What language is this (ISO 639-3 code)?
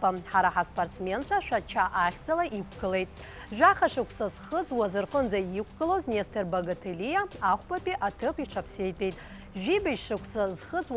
abk